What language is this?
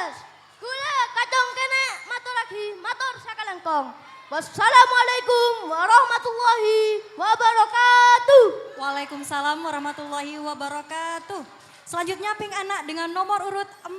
Madurese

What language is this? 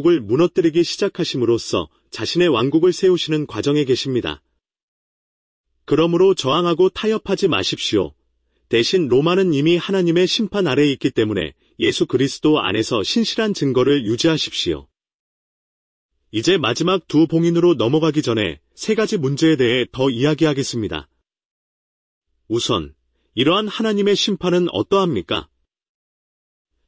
Korean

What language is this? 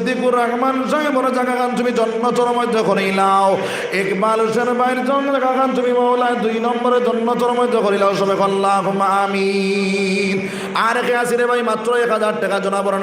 Sylheti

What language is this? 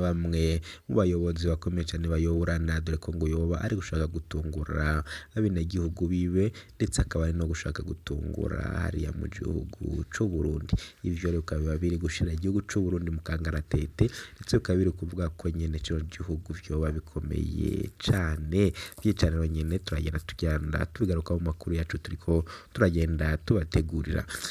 Rundi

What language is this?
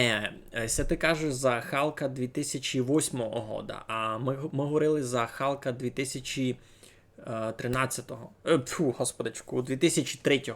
Rusyn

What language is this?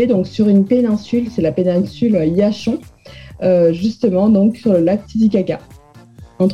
French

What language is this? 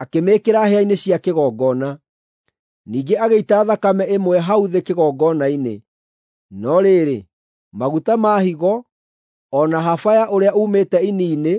Kikuyu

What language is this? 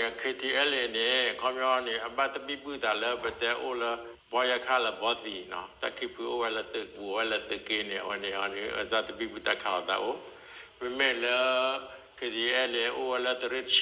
S'gaw Karen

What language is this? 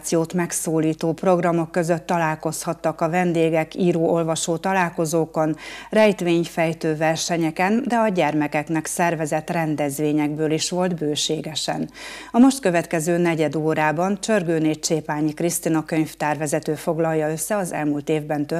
Hungarian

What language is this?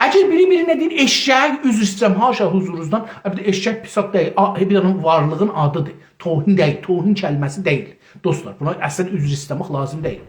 South Azerbaijani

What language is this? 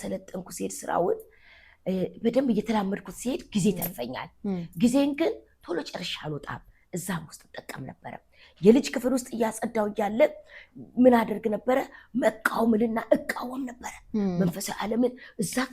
Amharic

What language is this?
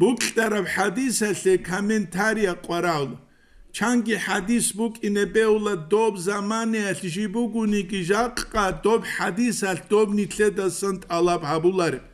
Avaric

